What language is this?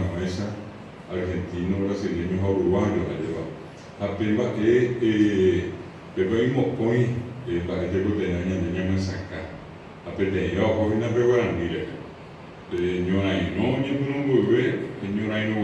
Guarani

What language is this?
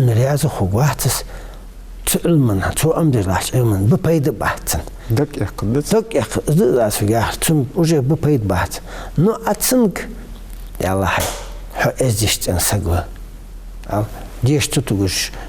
Ingush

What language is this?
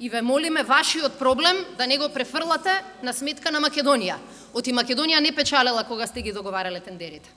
Macedonian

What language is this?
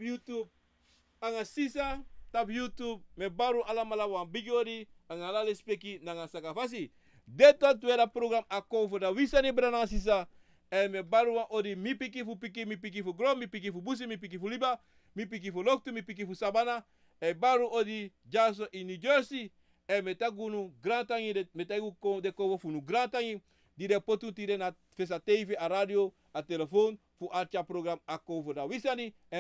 Sranan Tongo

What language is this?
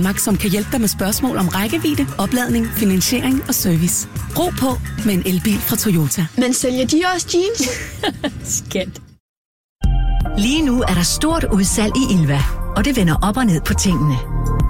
Danish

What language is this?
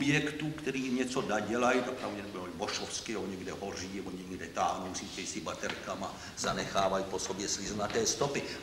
Czech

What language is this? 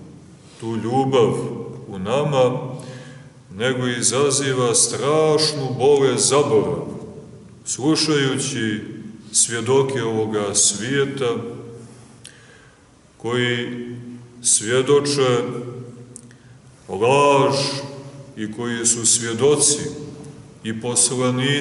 Serbian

